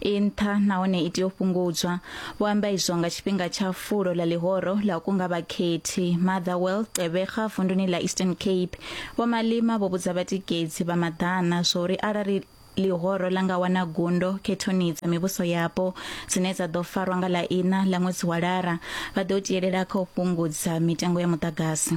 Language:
Venda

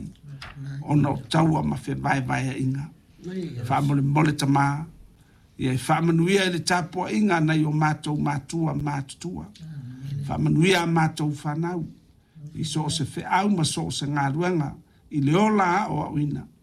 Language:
Samoan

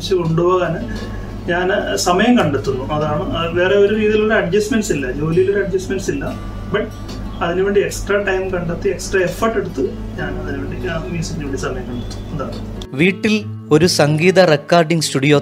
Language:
Malayalam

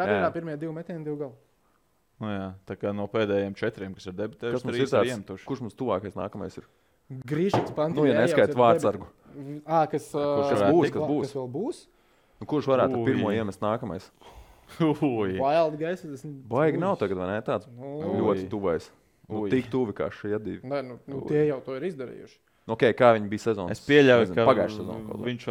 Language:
Latvian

